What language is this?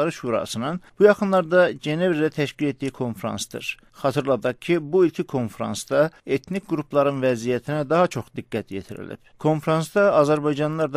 South Azerbaijani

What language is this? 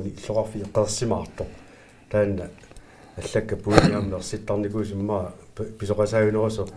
Kalaallisut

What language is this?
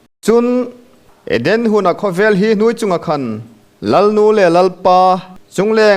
Hmar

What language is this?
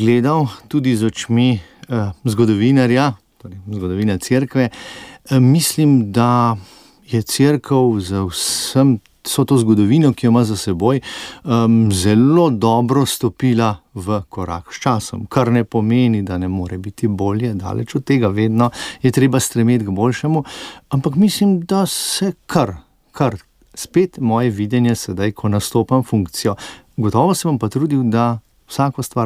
Slovenian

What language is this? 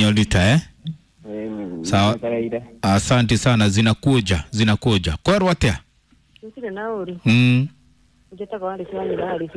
Kikuyu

